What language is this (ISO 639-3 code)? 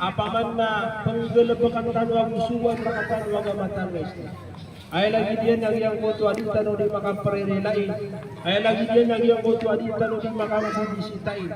mrw